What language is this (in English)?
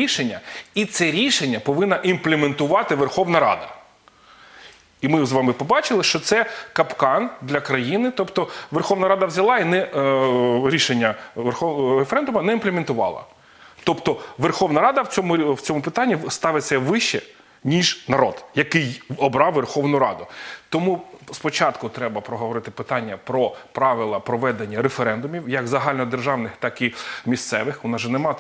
Ukrainian